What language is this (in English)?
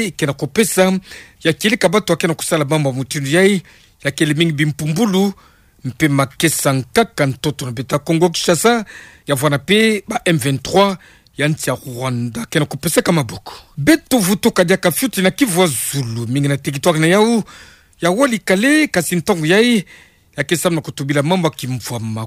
Kituba (Democratic Republic of Congo)